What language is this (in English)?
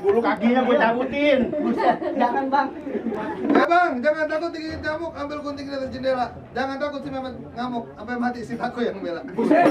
Betawi